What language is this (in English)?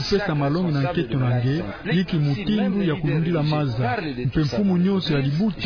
Kituba (Democratic Republic of Congo)